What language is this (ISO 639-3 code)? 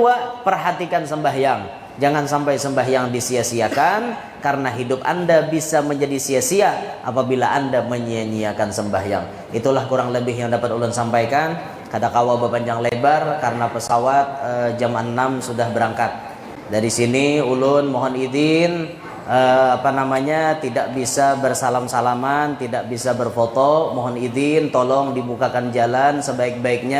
bjn